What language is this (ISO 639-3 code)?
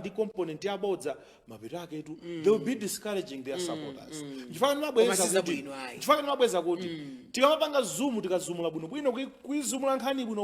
nya